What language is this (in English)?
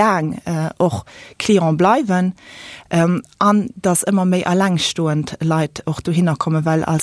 Luxembourgish